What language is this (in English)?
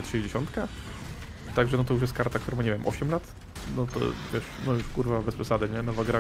Polish